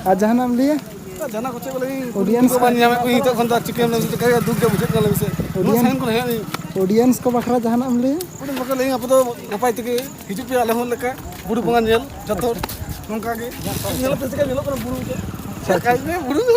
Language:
Santali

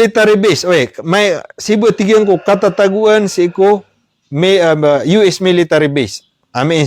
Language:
Maranao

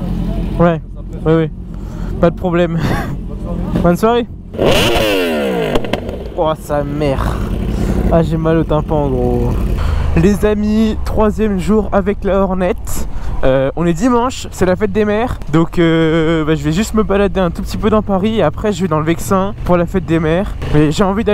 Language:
French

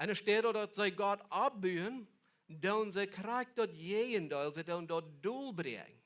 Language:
Plautdietsch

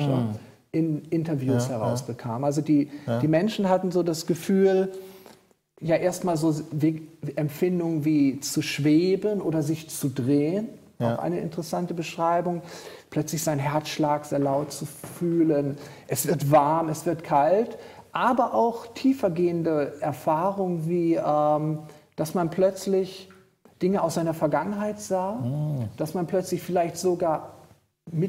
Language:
German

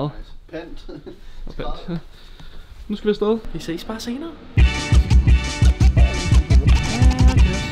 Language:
Danish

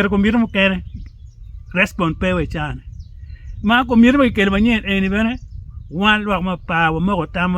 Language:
Acoli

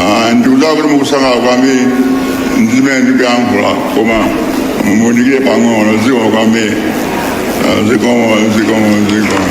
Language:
Nyanja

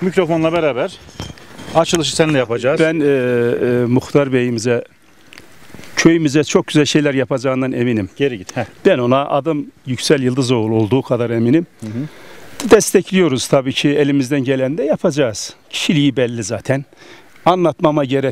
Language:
Turkish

